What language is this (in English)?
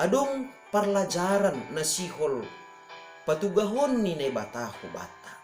Batak Simalungun